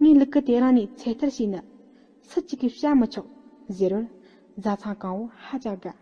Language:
Tibetan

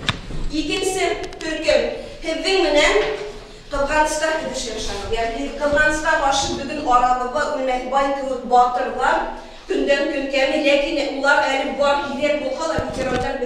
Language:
Bashkir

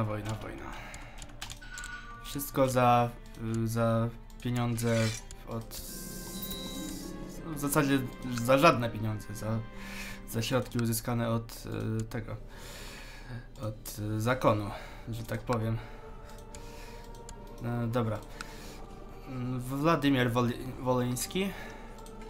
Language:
Polish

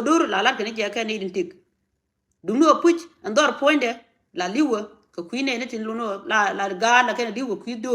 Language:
Nuer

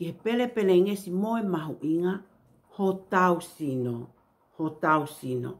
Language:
Tongan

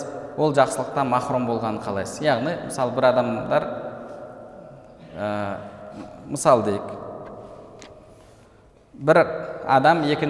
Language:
Kazakh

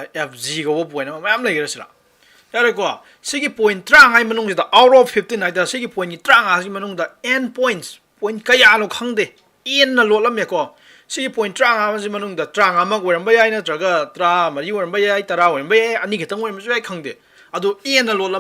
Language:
Manipuri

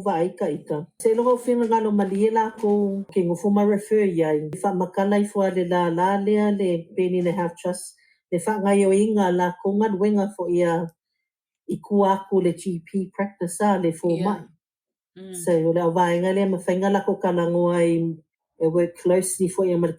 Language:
Samoan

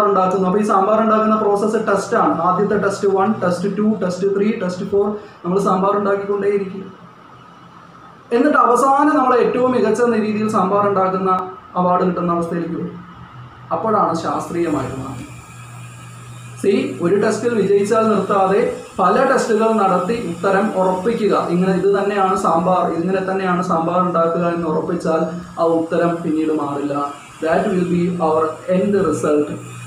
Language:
Malayalam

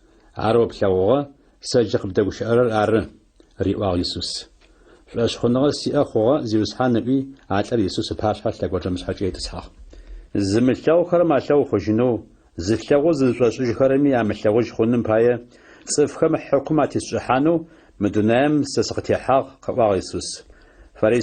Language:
Adyghe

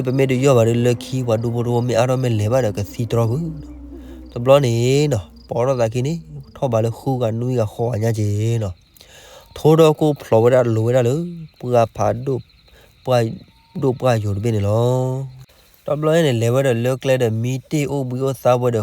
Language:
S'gaw Karen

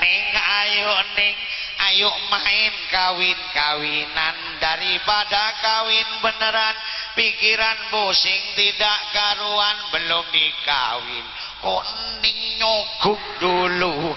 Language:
Madurese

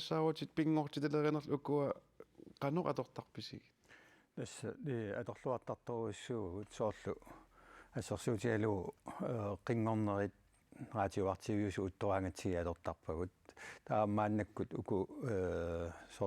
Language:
Kalaallisut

